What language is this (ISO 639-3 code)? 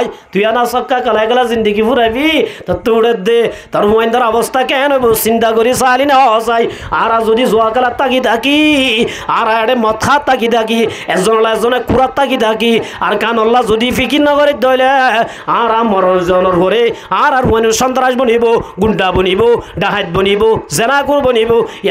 rhg